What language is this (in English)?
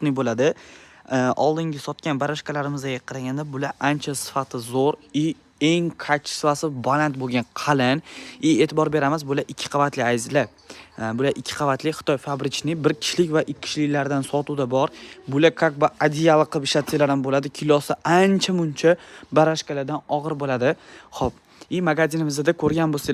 Uzbek